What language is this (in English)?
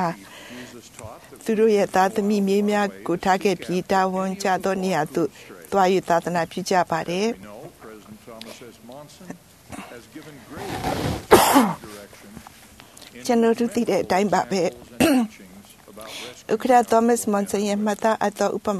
Burmese